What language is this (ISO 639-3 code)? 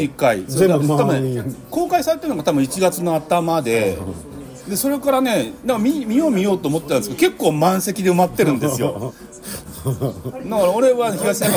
jpn